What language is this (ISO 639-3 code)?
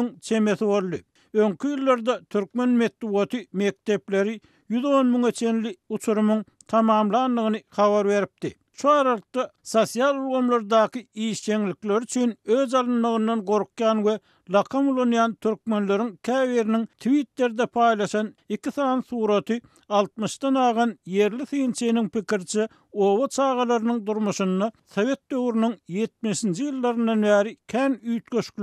tuk